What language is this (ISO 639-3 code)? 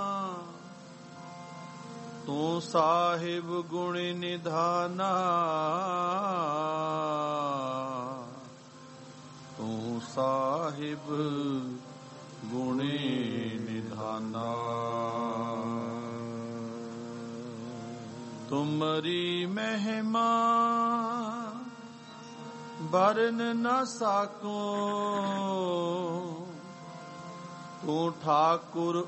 pan